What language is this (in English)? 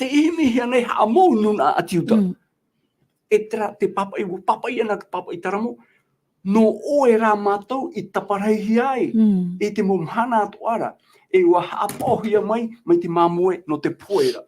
Tahitian